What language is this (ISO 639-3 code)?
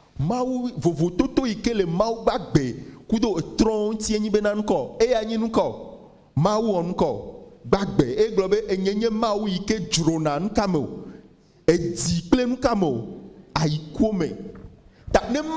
ewe